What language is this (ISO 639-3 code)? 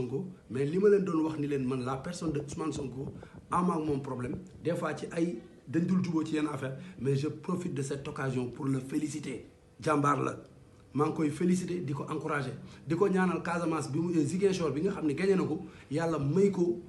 wol